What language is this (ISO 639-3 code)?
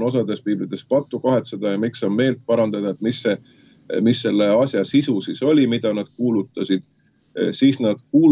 est